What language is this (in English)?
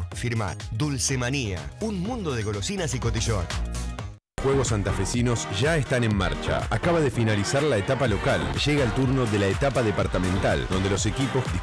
Spanish